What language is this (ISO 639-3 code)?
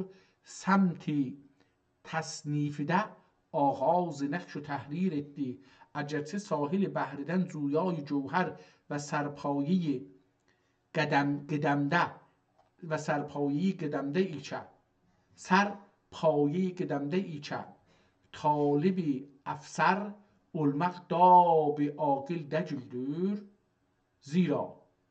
azb